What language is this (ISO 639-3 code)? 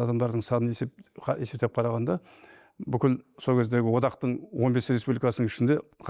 kaz